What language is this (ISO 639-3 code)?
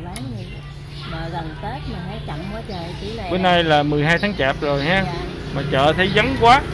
vie